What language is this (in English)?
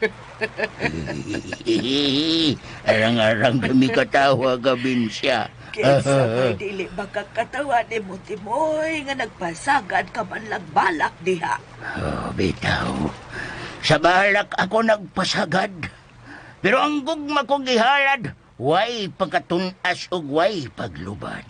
Cebuano